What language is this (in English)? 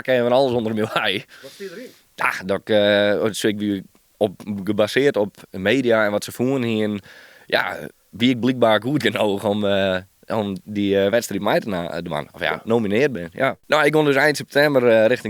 Western Frisian